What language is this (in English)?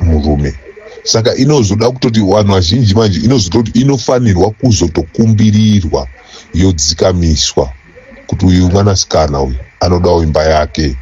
Shona